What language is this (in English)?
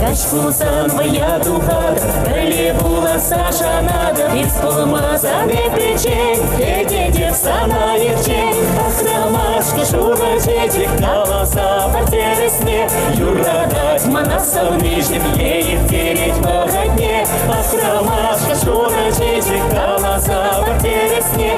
Chuvash